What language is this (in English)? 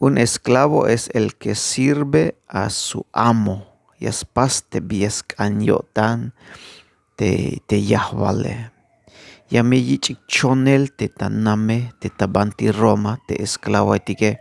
Tzeltal